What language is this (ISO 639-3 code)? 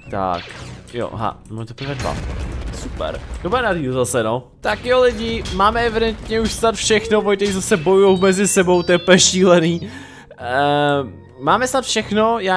ces